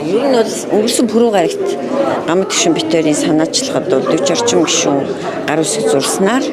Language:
Mongolian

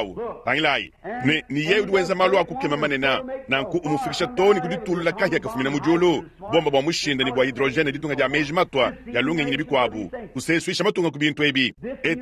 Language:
Luba-Lulua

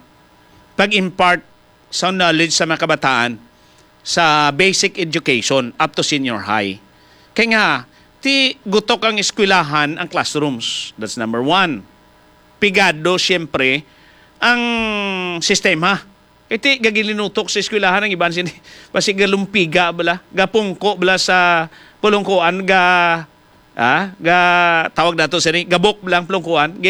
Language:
Hiligaynon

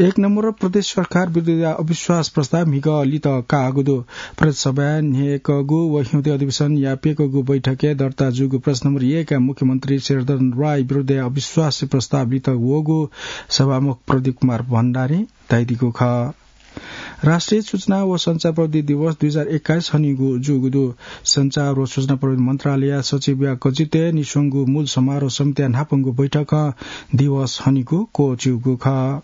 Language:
Newari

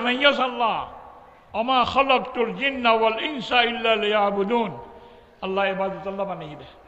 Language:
Rohingya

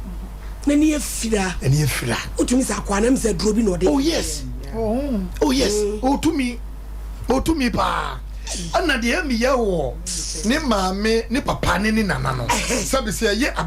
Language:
Akan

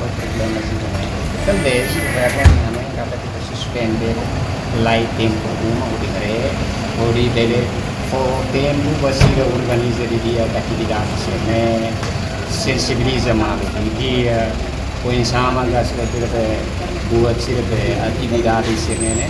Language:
Tetum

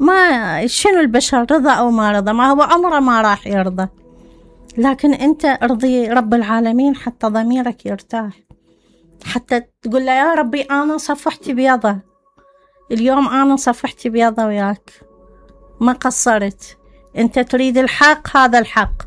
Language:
Mesopotamian Arabic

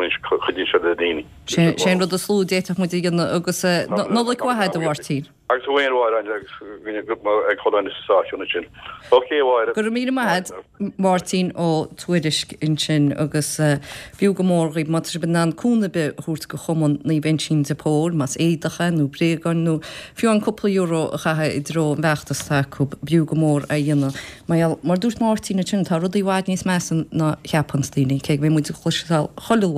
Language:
Irish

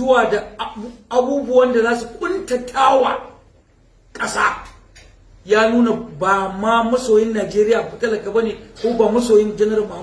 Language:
Hausa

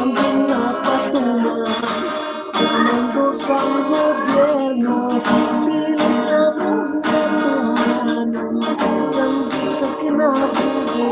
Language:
Hiligaynon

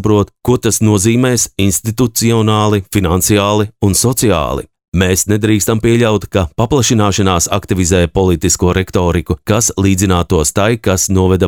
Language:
Latvian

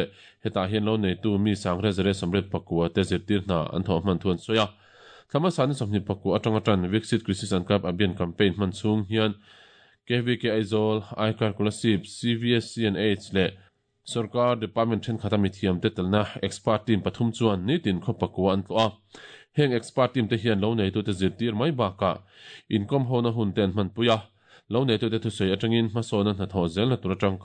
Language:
Mizo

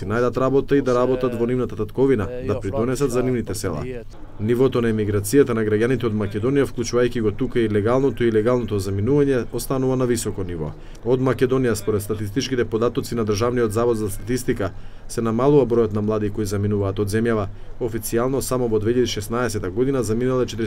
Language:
Macedonian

